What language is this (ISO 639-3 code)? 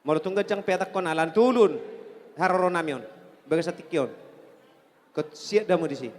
bbc